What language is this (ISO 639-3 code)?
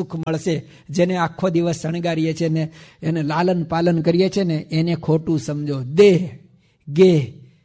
guj